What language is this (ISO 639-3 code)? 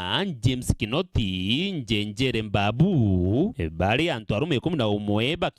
mer